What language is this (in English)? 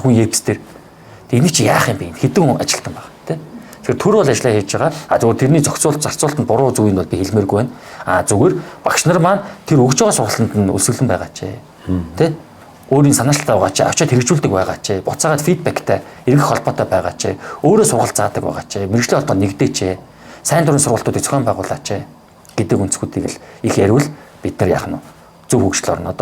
Mongolian